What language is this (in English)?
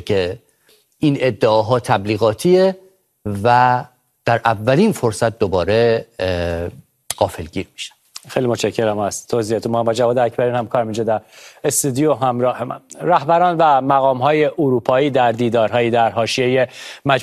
Persian